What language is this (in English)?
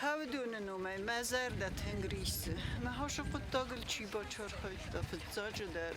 Ossetic